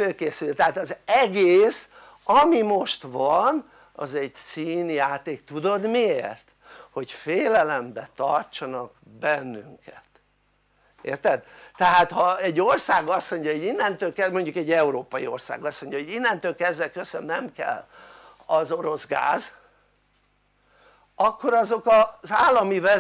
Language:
Hungarian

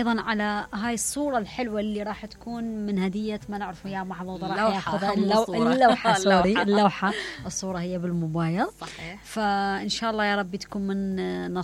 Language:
Mesopotamian Arabic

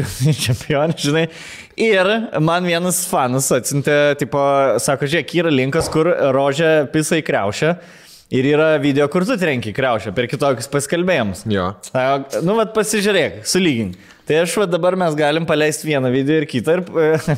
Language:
Lithuanian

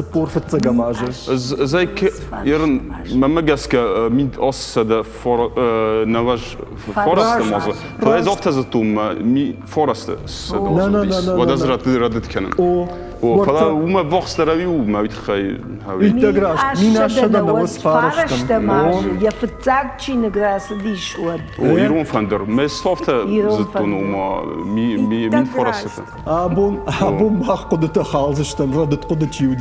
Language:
Ossetic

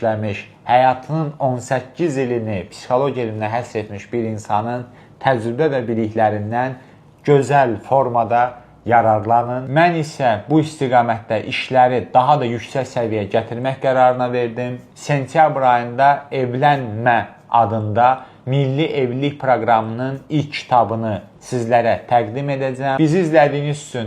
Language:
Azerbaijani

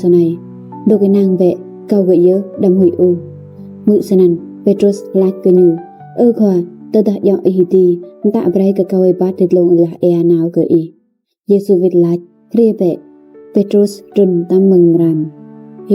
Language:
Rade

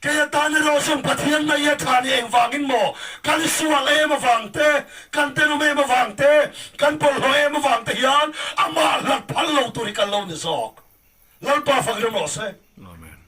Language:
Mizo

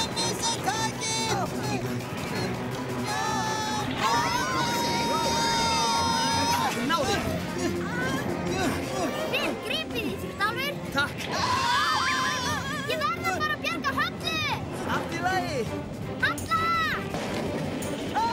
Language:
Icelandic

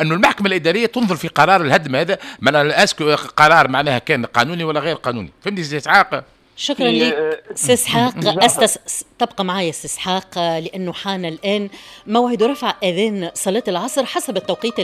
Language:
Tunisian Arabic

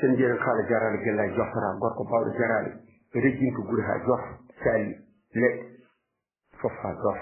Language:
Fula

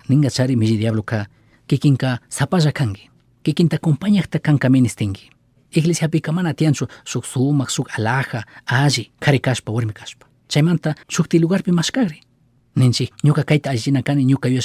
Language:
Chimborazo Highland Quichua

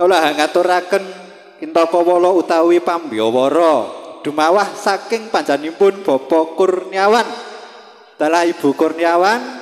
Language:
Javanese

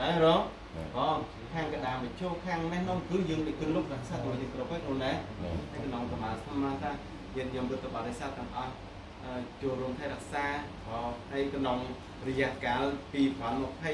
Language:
Khmer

